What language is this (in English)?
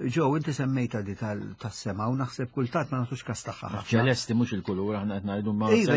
Maltese